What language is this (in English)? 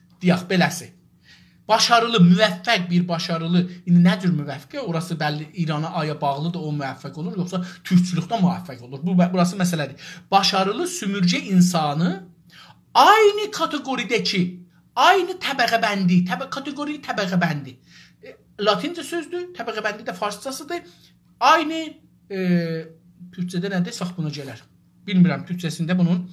South Azerbaijani